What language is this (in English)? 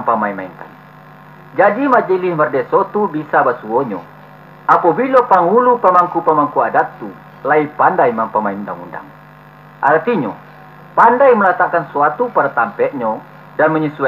Minangkabau